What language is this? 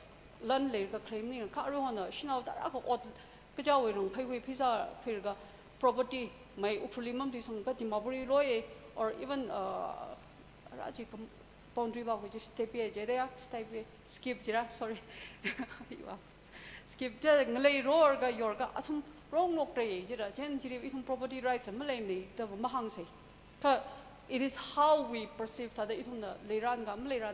Tangkhul Naga (India)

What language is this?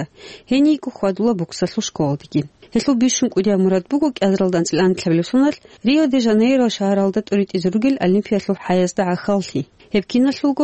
Avaric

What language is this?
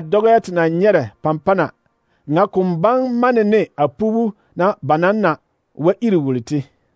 Southern Dagaare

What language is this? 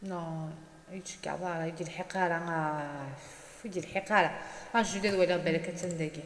Kabyle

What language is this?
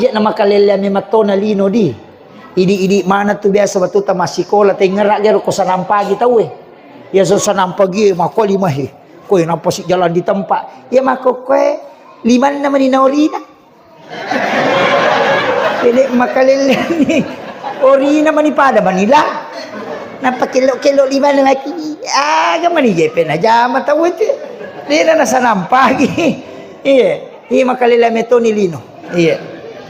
Buginese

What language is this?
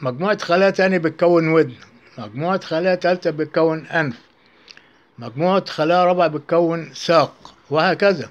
Egyptian Arabic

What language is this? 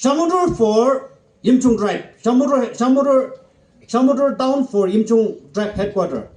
Yimchungru Naga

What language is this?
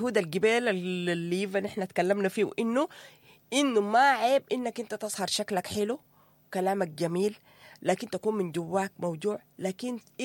Sudanese Arabic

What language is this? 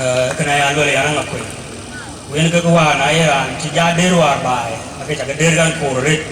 Dinka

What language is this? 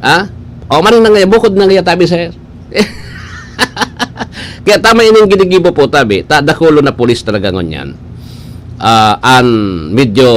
Bikol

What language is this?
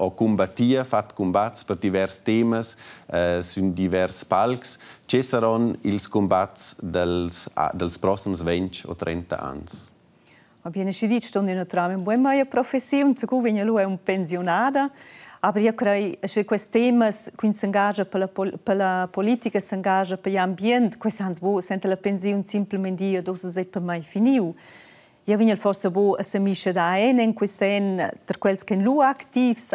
Romansh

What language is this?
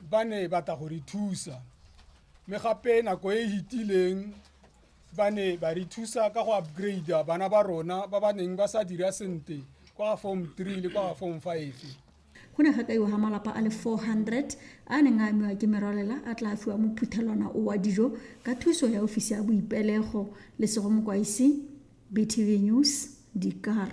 Tswana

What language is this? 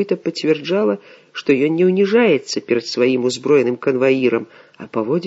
Belarusian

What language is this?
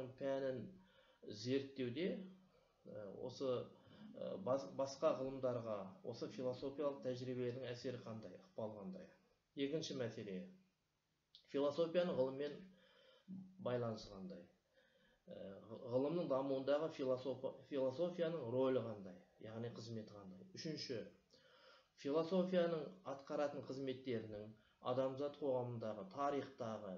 Kazakh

